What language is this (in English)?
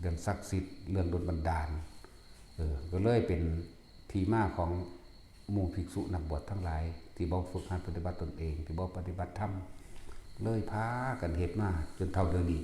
Lao